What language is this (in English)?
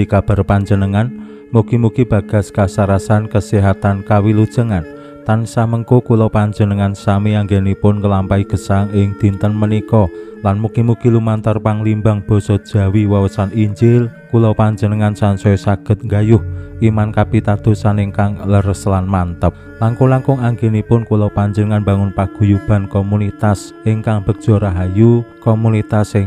Javanese